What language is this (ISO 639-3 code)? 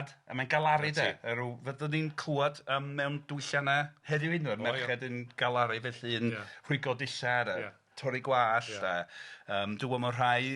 cym